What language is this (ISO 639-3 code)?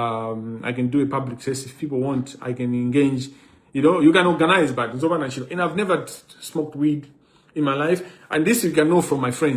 nya